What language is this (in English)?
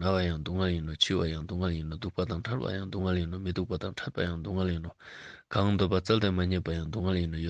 Ladakhi